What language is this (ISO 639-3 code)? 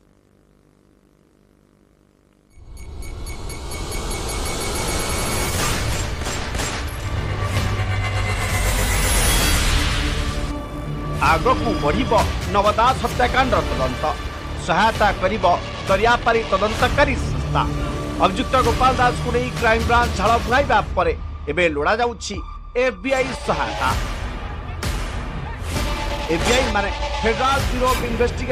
ori